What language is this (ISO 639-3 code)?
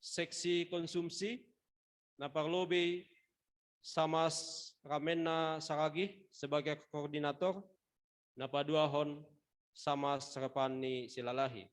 bts